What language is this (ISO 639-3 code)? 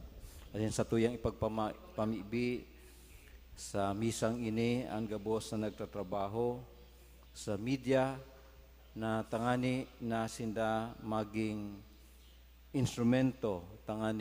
bik